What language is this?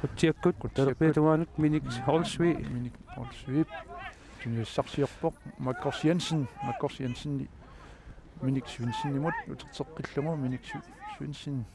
Kalaallisut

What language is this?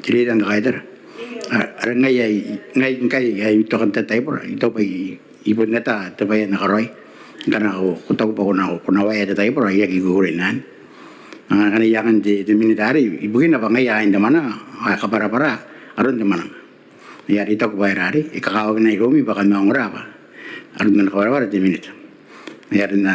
Gilbertese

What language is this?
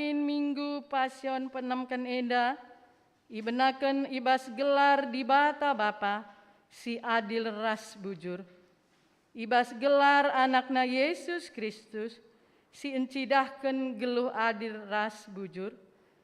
Batak Karo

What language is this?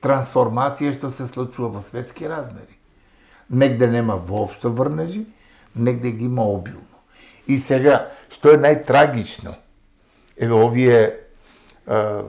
Macedonian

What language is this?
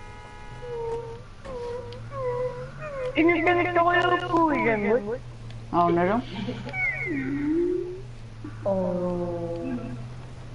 Malay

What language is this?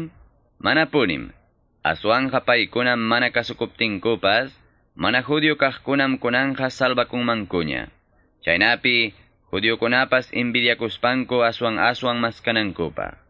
Quechua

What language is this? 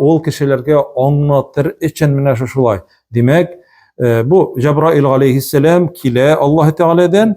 Tatar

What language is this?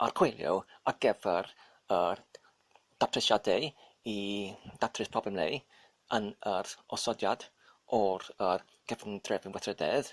Welsh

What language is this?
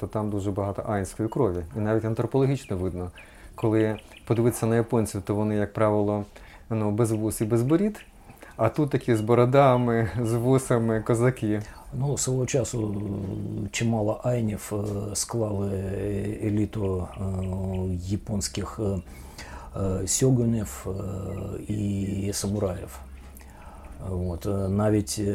Ukrainian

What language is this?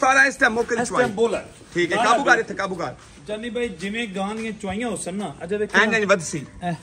Punjabi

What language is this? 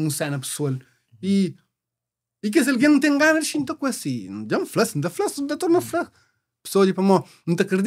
Kabuverdianu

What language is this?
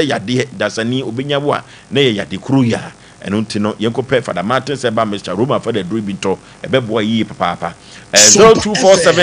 Akan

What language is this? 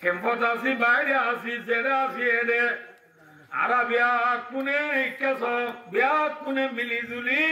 Rohingya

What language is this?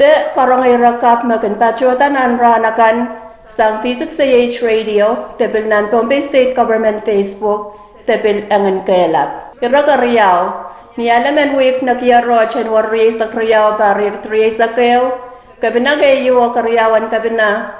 Pohnpeian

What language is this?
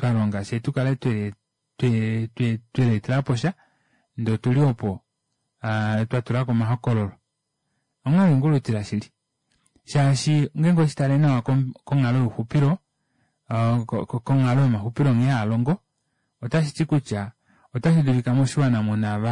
Kuanyama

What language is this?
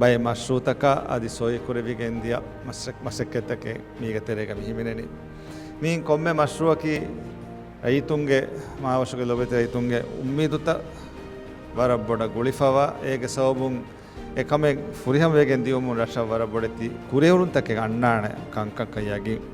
Divehi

